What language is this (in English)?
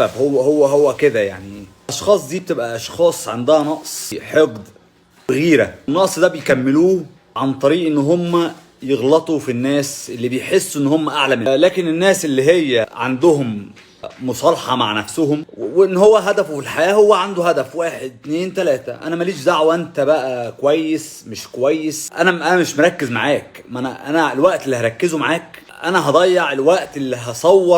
Egyptian Arabic